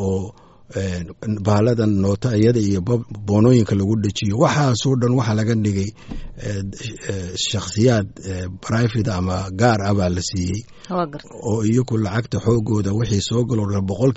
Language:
Somali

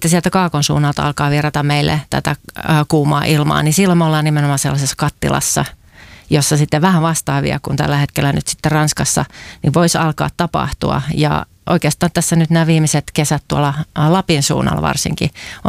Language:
Finnish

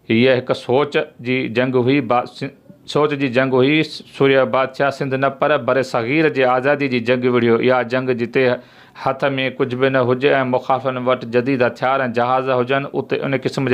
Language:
Sindhi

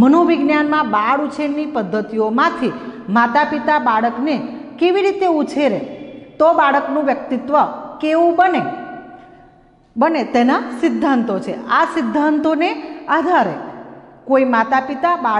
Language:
Gujarati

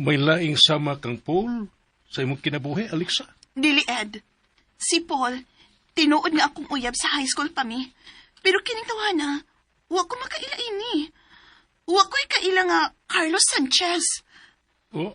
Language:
Cebuano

